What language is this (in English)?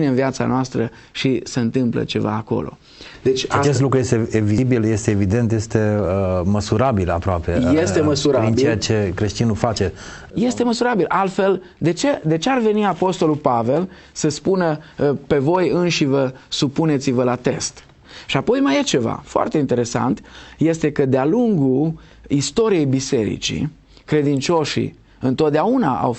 Romanian